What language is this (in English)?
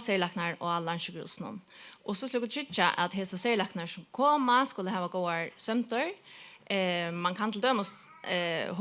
Faroese